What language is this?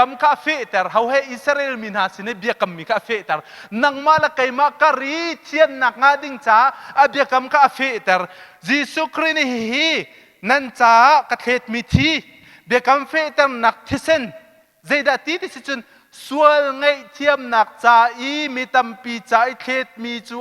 Hakha Chin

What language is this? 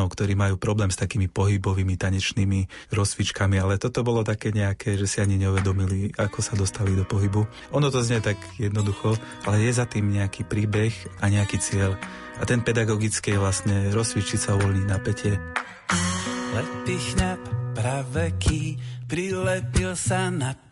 Slovak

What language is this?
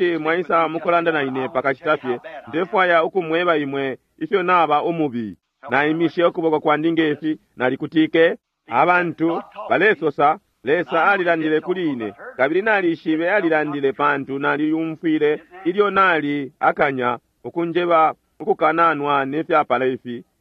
Bemba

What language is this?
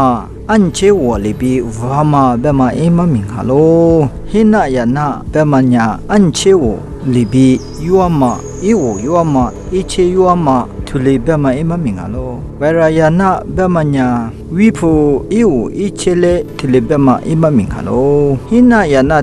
Lisu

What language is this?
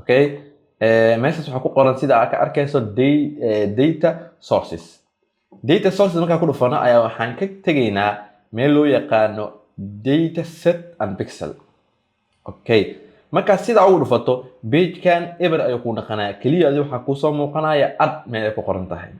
Somali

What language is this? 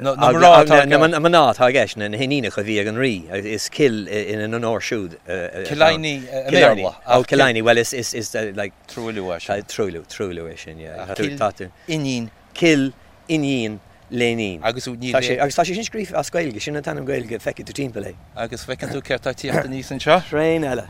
Irish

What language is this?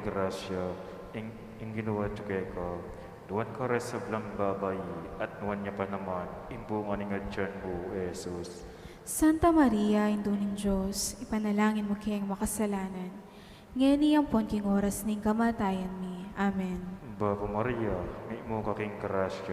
Pampanga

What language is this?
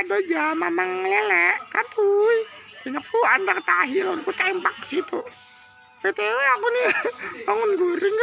Banjar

